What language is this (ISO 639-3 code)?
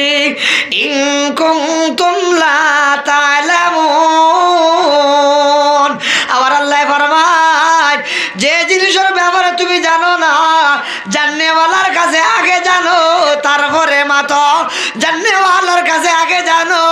syl